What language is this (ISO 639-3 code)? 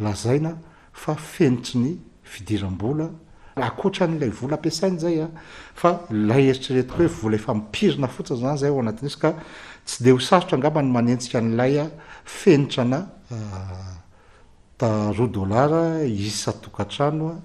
mlg